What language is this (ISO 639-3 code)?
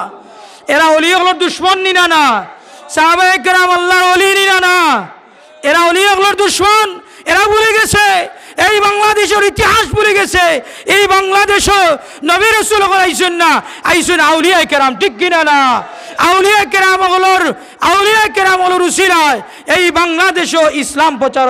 syl